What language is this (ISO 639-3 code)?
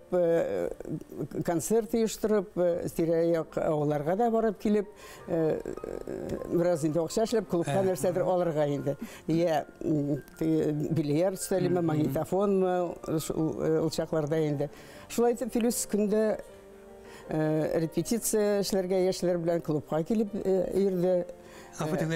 bak